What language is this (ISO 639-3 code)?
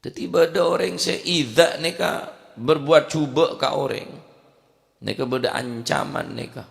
mad